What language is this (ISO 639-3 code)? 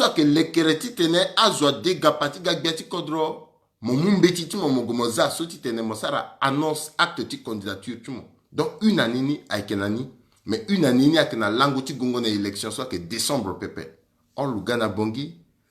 sag